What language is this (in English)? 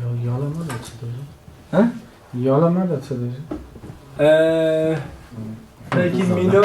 Kurdish